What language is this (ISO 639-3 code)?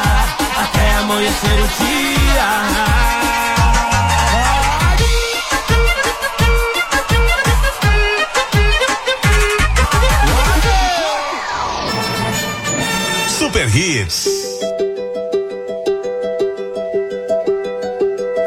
por